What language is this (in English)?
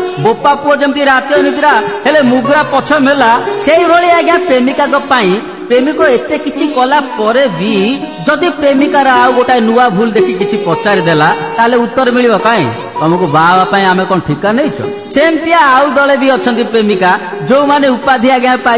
Odia